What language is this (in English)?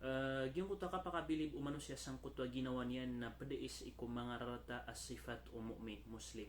Maranao